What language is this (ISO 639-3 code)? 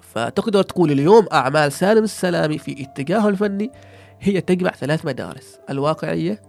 afb